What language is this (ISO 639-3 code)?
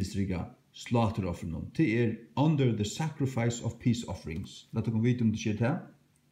fao